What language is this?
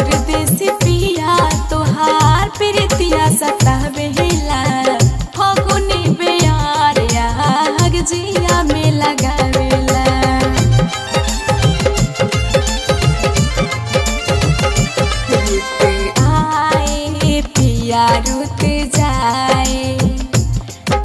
Bhojpuri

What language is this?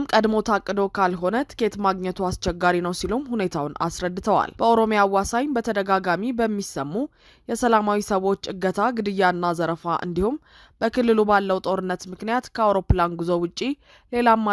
Amharic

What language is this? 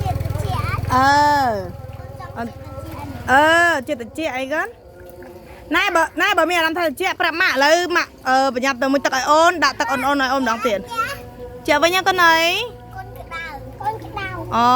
Khmer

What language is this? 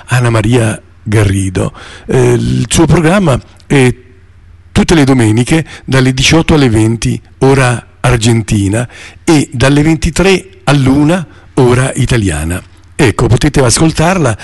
Italian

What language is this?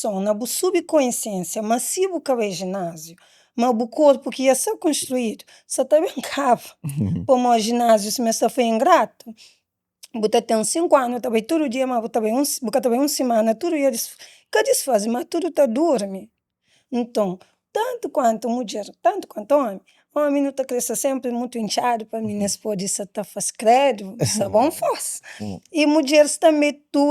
Kabuverdianu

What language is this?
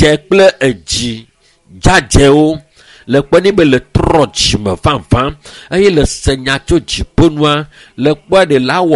Ewe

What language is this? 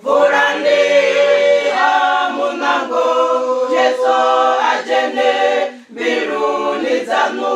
Venda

